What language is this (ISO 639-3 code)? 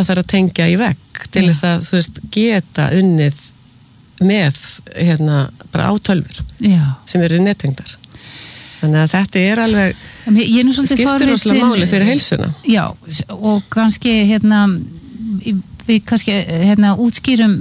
isl